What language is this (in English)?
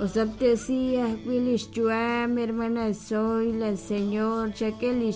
Kekchí